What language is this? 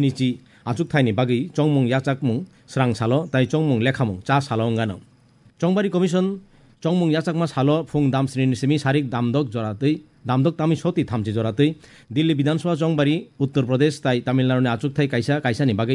Kok Borok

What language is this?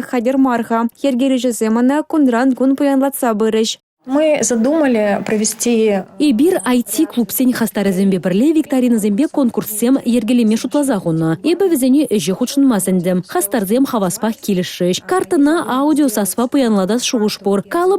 Chuvash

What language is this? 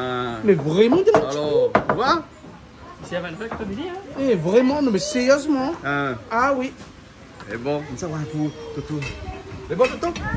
Réunion Creole French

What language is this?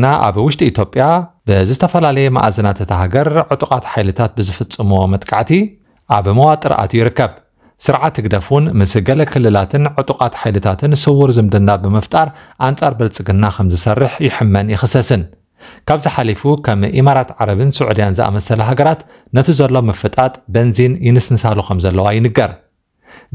Tigrinya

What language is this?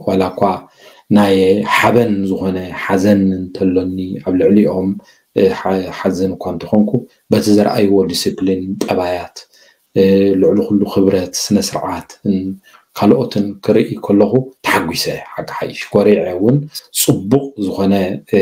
Tigrinya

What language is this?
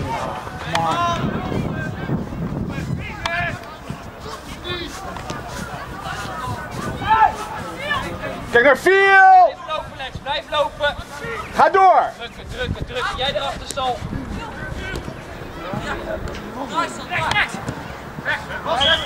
Dutch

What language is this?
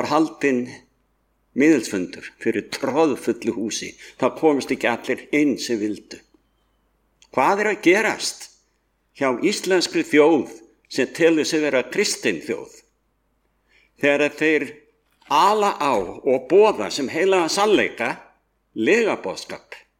Icelandic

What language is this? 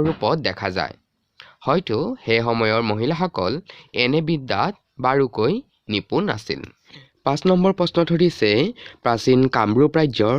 Assamese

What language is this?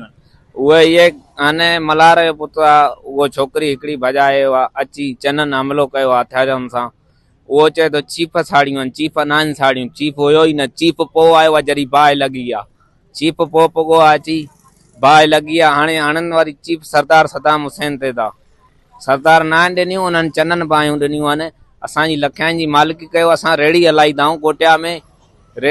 Sindhi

